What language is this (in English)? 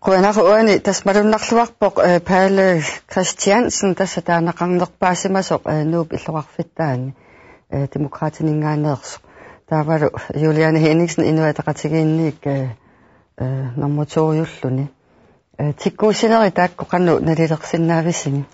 Kalaallisut